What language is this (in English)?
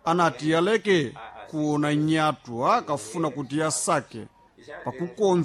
Sena